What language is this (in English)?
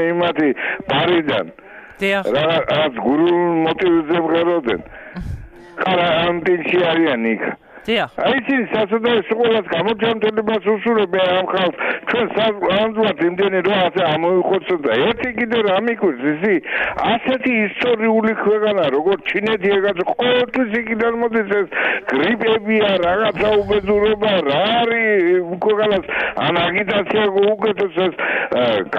Georgian